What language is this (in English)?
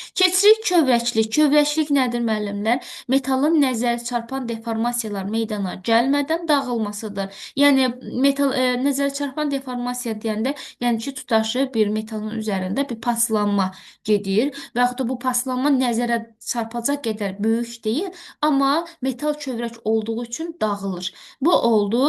Azerbaijani